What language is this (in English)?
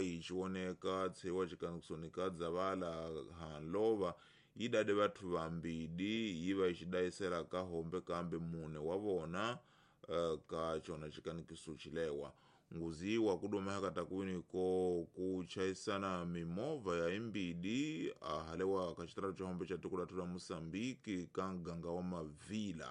Tsonga